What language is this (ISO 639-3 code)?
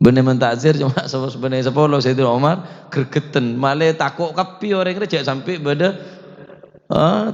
mad